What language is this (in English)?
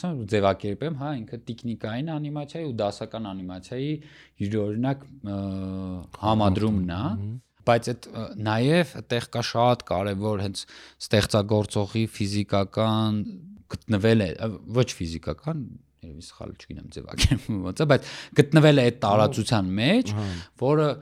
Armenian